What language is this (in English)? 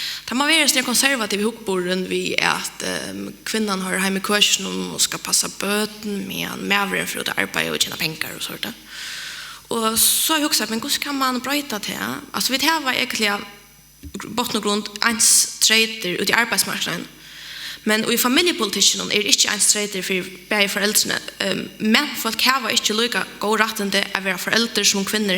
Faroese